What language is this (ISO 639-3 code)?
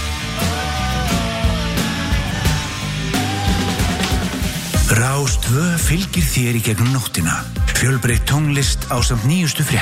isl